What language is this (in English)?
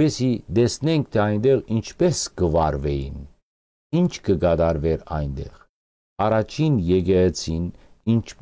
Western Armenian